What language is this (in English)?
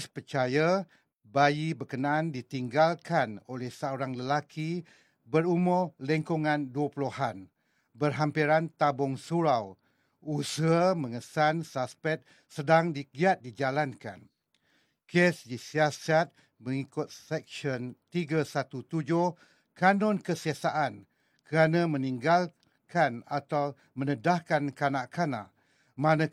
Malay